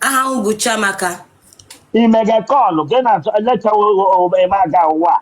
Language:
Igbo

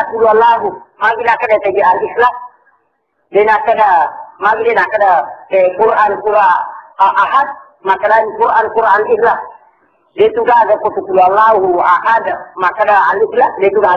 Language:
Buginese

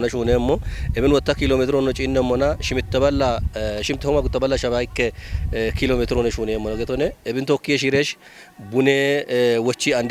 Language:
Kafa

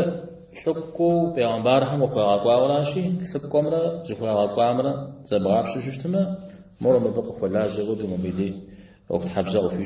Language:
Kabardian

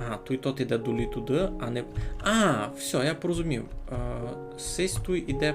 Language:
Rusyn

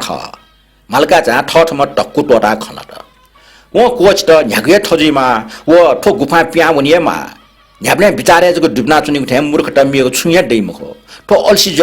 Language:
Newari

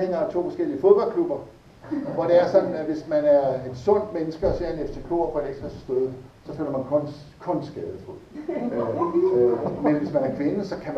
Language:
Danish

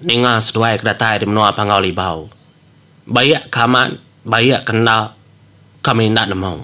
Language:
Iban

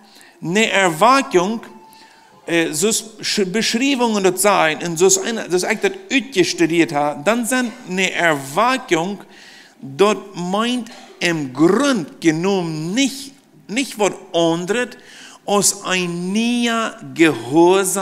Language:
Plautdietsch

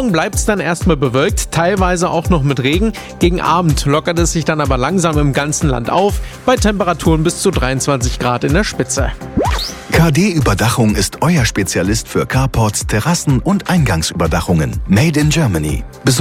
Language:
German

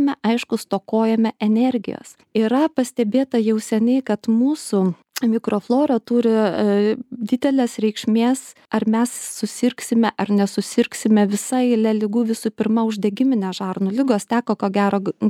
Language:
Lithuanian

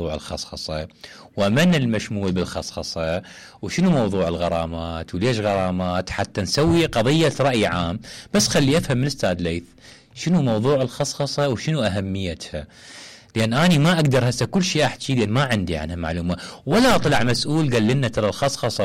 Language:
Mesopotamian Arabic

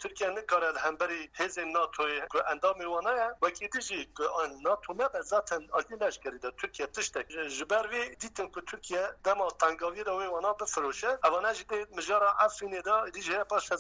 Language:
Kurdish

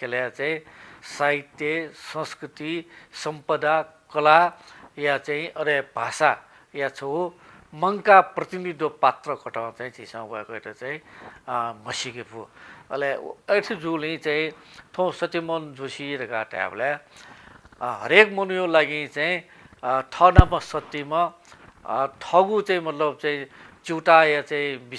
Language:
Newari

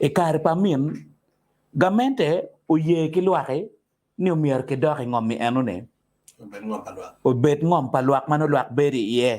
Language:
Acoli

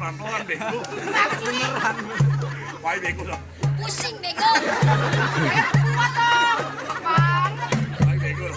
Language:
Betawi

